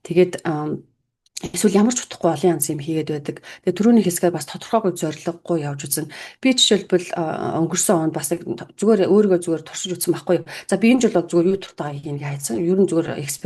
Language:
Mongolian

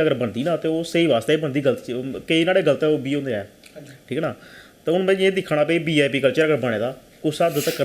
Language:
Dogri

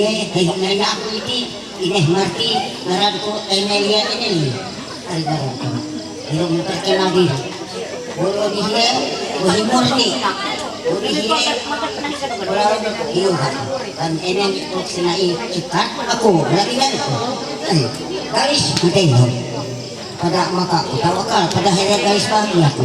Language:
Ma'anyan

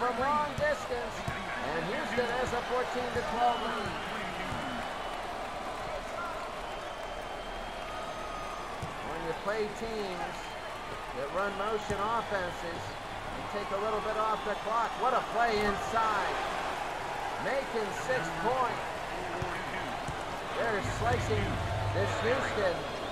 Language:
English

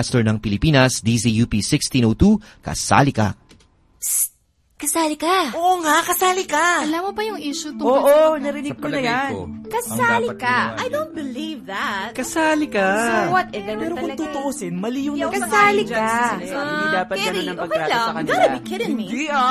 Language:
Filipino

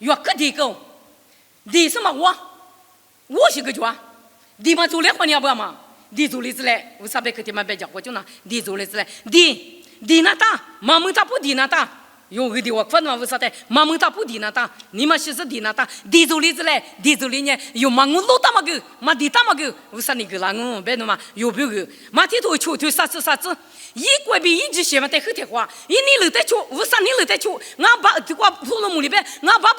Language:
Lisu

